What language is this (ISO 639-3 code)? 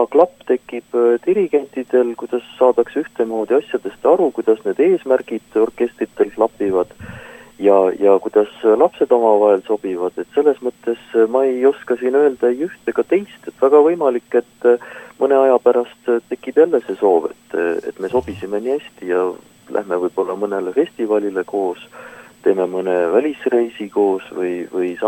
est